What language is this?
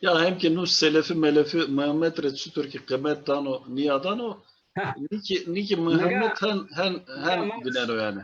Zaza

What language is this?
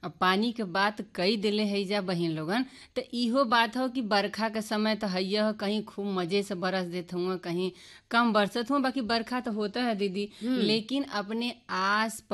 Bhojpuri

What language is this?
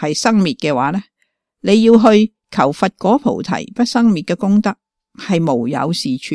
Cantonese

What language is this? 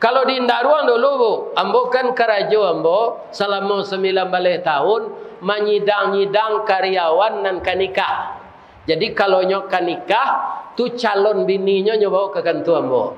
Minangkabau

